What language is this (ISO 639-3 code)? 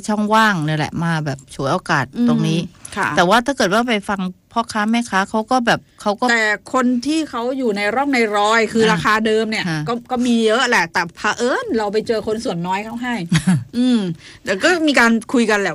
tha